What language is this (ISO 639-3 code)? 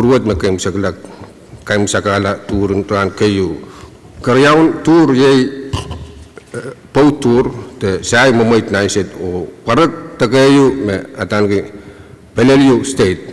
pon